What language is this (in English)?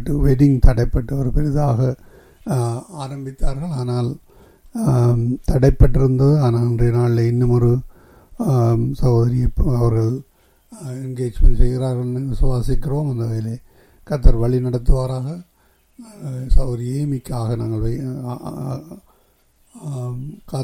Tamil